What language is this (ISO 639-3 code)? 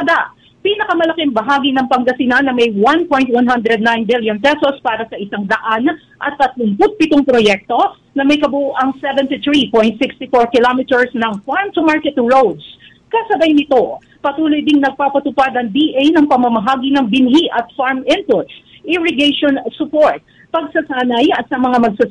fil